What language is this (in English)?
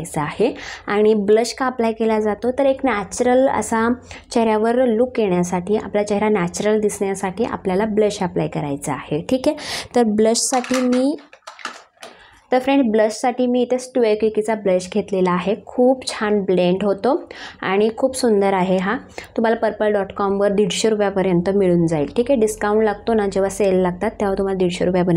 Marathi